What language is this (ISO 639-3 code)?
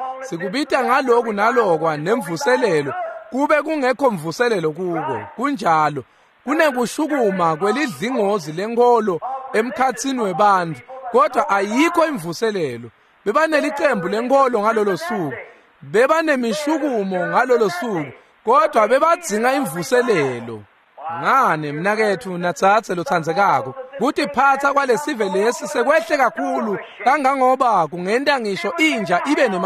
ssw